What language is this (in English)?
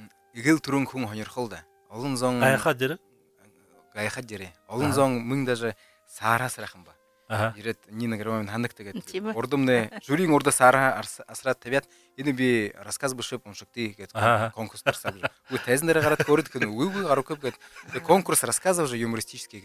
Buriat